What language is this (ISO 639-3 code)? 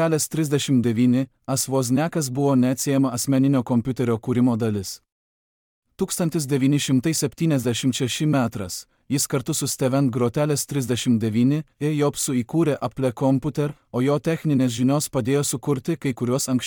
lit